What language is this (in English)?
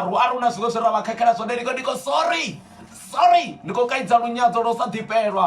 Venda